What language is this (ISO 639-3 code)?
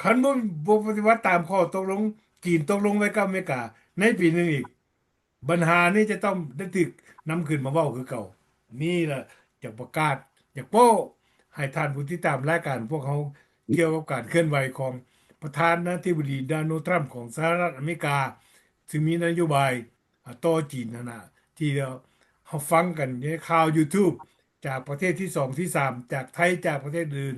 lao